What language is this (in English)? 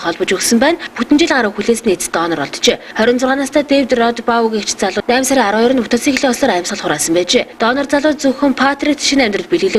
Mongolian